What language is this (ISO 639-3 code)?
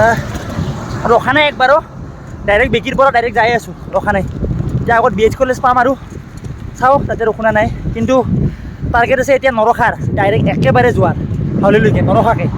asm